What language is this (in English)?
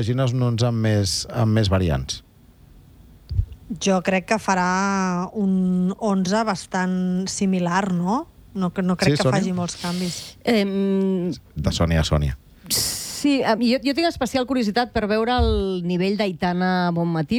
Catalan